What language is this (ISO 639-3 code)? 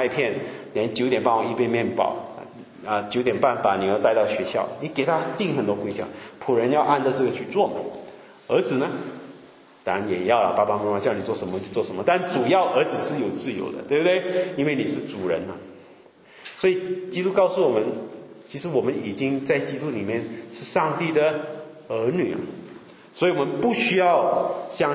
zho